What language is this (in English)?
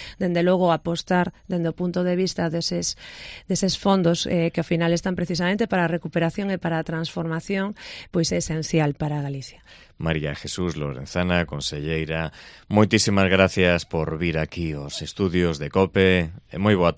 Galician